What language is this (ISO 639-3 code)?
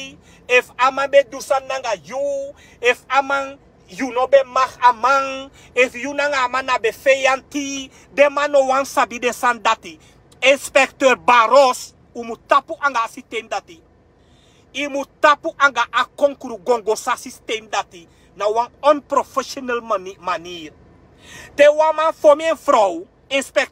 srn